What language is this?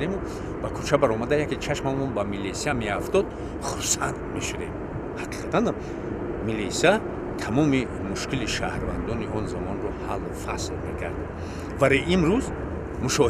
Tajik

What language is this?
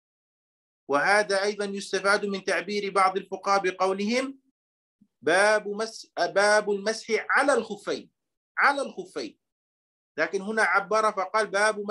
Arabic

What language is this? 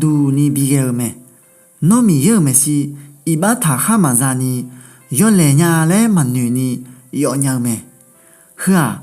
Akha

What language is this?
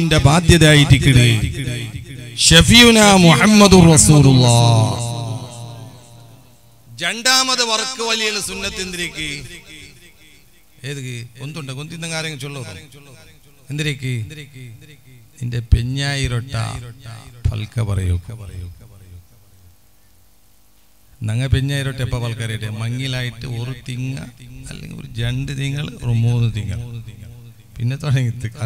Malayalam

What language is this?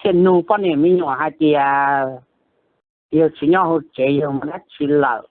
Hmong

